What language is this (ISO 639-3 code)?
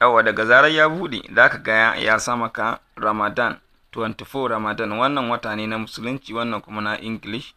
hau